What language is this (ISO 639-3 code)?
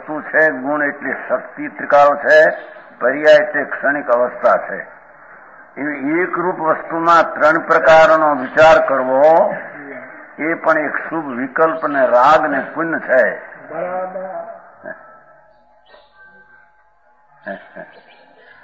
guj